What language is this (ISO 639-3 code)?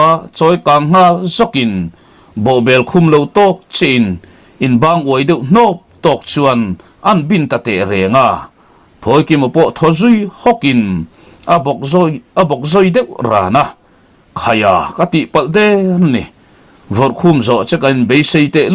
lus